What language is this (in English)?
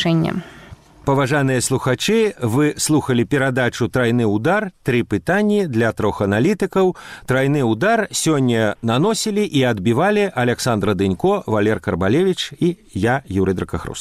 Belarusian